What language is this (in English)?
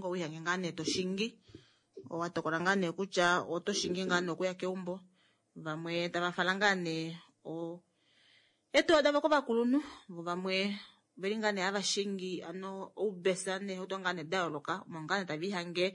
Kuanyama